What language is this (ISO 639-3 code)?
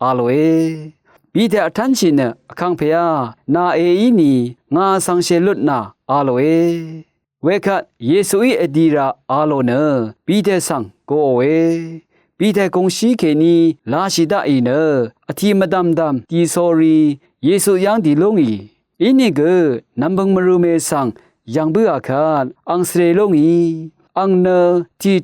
raw